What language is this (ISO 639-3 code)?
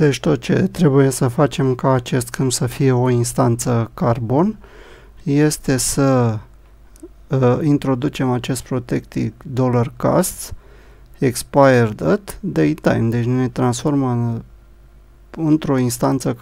ron